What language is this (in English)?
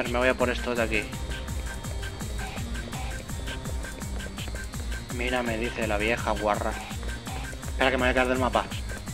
Spanish